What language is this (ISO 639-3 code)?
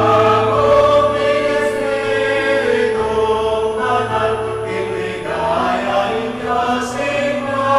pam